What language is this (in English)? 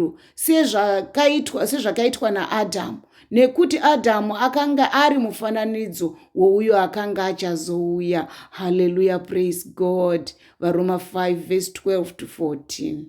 Shona